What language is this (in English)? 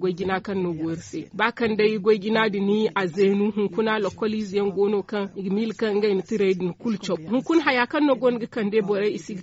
Zarma